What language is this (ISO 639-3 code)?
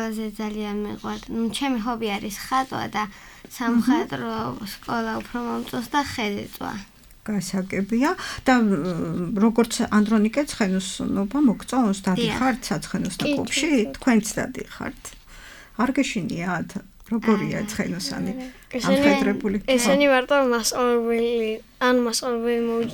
kat